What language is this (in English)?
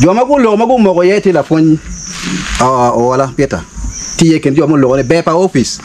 Acoli